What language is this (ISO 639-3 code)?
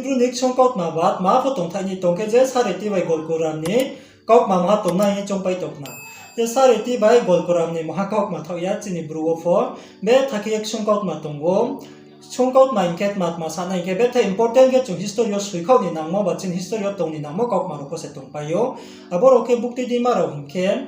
ria